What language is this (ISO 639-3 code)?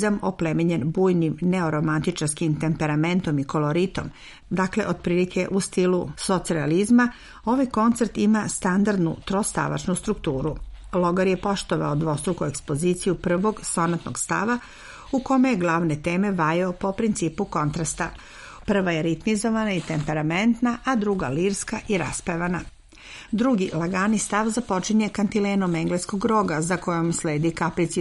srp